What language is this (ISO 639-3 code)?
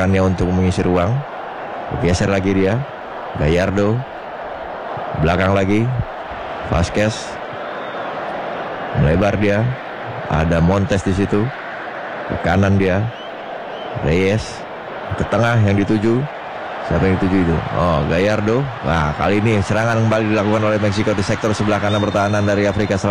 ind